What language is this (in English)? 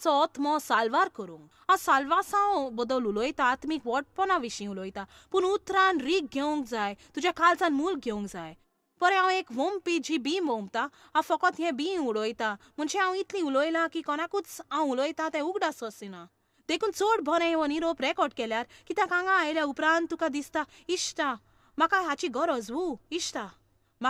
Konkani